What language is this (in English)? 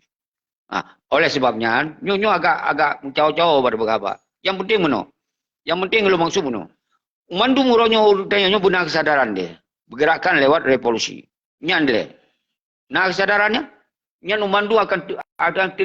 Achinese